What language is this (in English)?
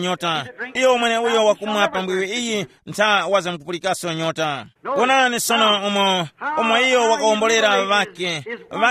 Tumbuka